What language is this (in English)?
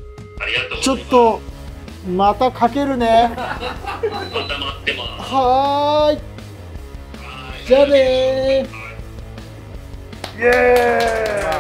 Japanese